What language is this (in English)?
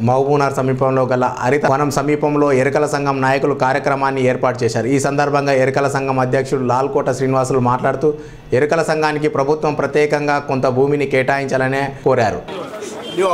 Telugu